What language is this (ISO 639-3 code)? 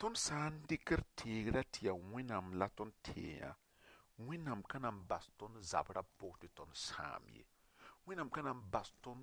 mos